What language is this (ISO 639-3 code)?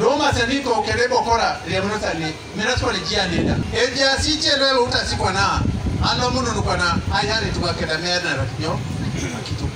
teo